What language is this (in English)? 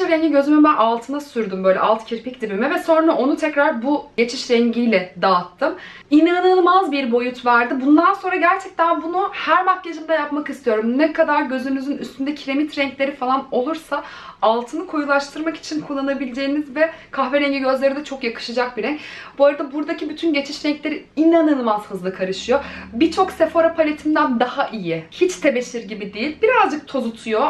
Turkish